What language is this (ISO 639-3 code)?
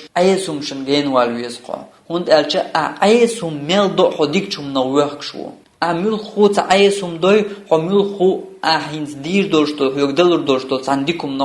che